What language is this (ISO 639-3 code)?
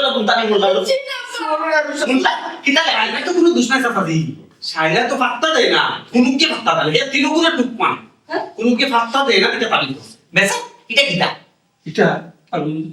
syl